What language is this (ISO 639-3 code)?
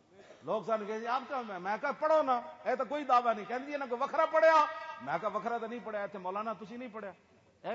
lah